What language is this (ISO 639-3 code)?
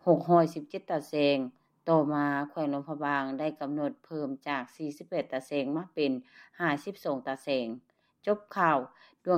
lao